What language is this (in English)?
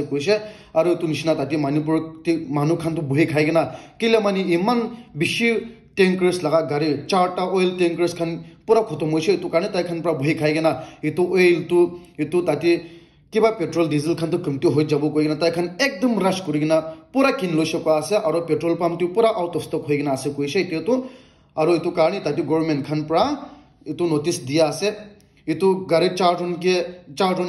Naga Pidgin